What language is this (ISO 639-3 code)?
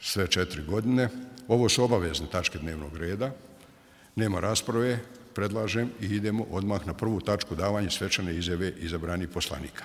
bos